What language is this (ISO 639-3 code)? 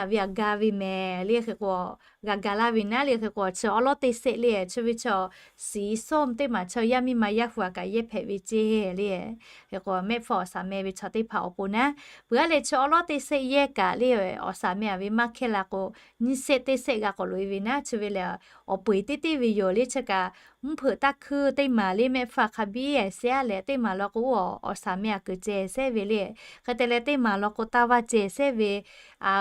lhu